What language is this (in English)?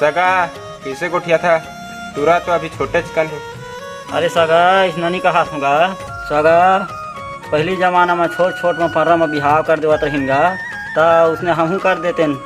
Chhattisgarhi